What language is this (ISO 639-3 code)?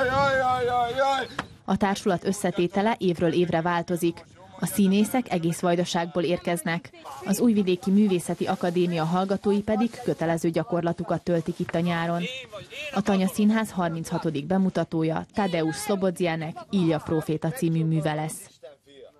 hun